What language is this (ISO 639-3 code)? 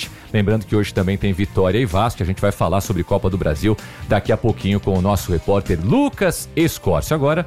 por